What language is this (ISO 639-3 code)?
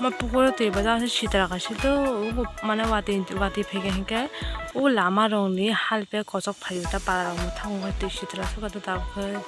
trp